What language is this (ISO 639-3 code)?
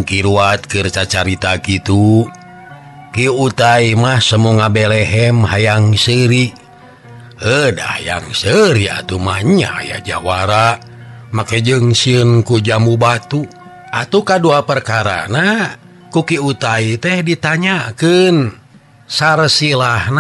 sun